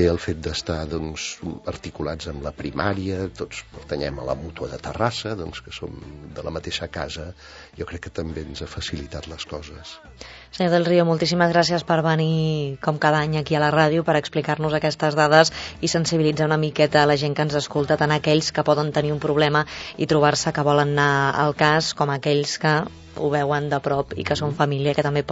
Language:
Catalan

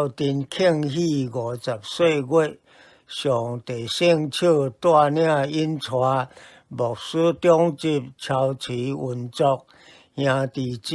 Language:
Min Nan Chinese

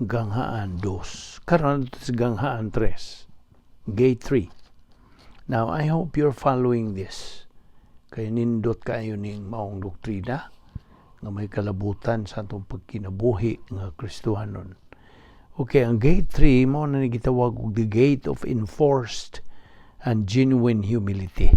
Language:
Cebuano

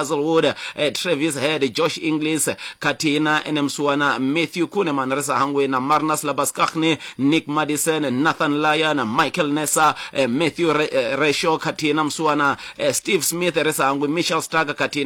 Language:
Venda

